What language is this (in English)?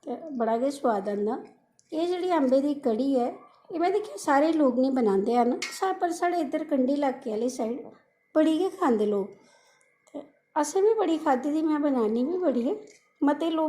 Dogri